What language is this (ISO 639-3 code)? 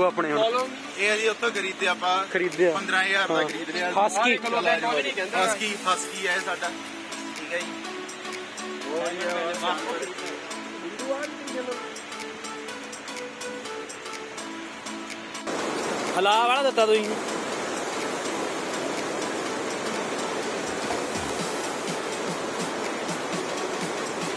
pan